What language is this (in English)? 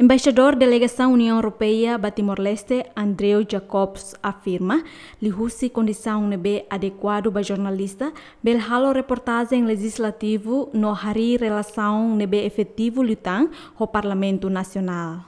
Tetum